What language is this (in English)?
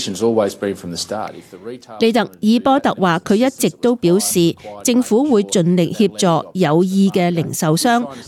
Cantonese